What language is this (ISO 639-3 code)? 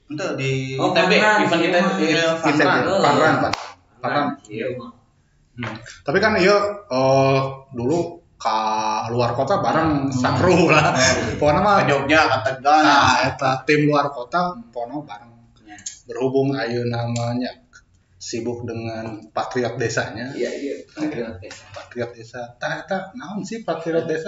sun